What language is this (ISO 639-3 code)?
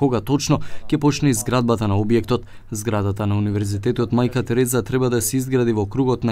mkd